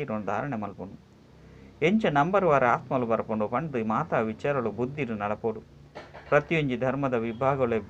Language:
Tulu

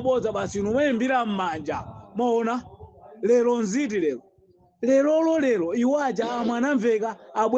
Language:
Nyanja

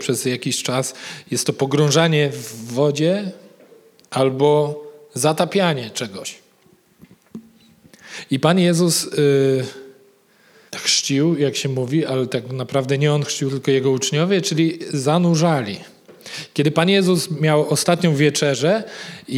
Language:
Polish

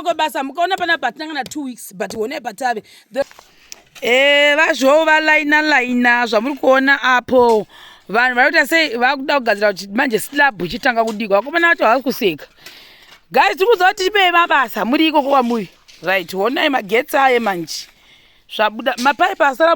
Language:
Shona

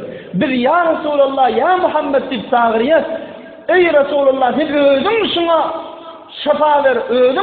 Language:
Turkmen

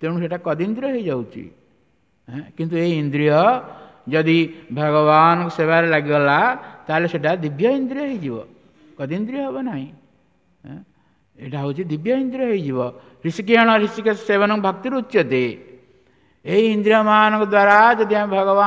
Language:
Odia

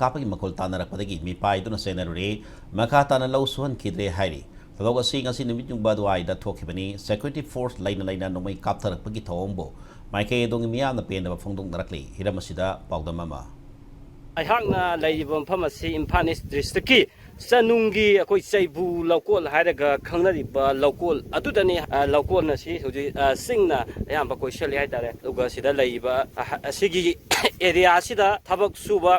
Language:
Manipuri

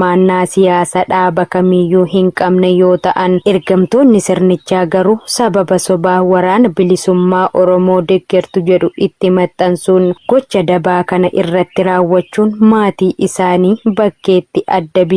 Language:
Oromo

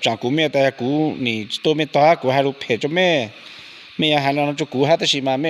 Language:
Hmong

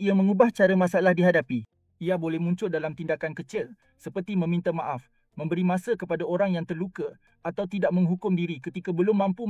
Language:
Malay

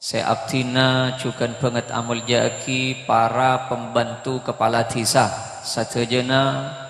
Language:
Madurese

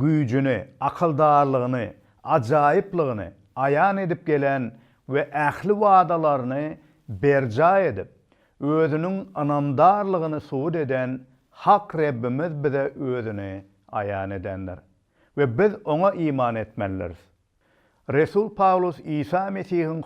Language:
Turkmen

